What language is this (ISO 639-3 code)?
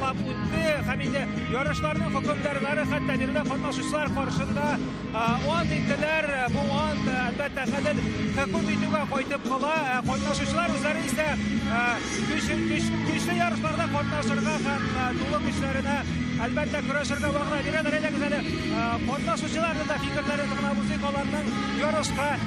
tat